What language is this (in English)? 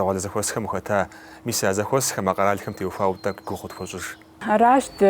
Kabardian